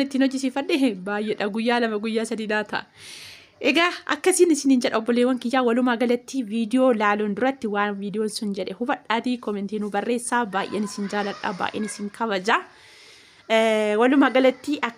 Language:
Oromo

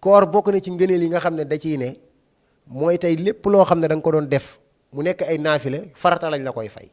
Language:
Wolof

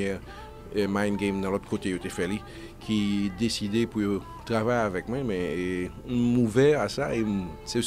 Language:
Haitian Creole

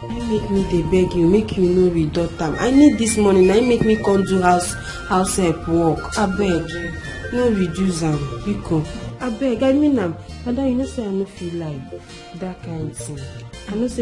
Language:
Nigerian Pidgin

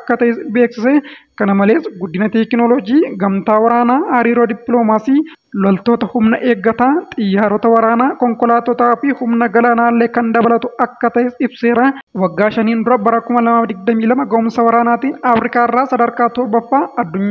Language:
Oromo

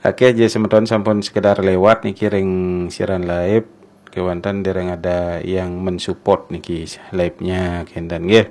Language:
Balinese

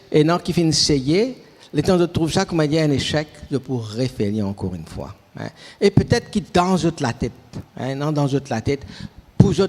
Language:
Morisyen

